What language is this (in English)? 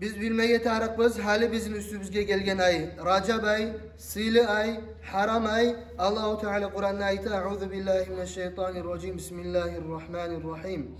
Kumyk